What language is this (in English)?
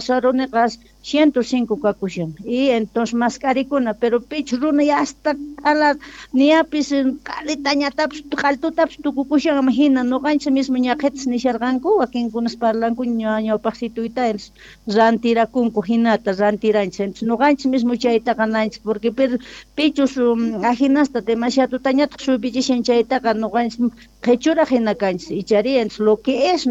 Quechua